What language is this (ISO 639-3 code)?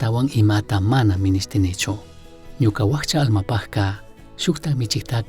qug